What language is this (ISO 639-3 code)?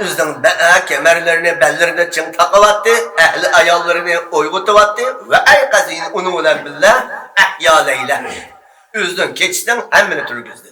uig